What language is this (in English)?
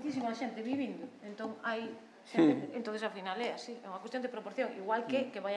Galician